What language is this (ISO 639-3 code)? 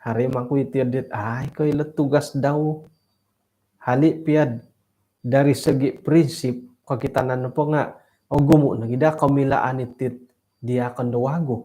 dtp